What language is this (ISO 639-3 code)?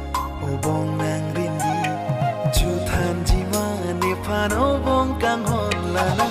mjw